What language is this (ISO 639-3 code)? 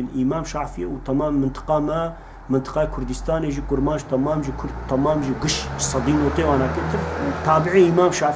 kur